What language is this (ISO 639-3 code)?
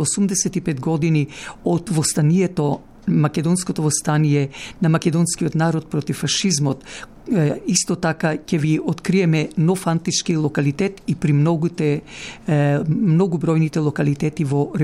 mkd